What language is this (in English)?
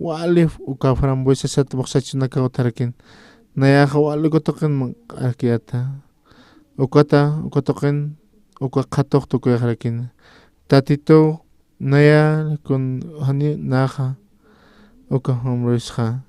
Aymara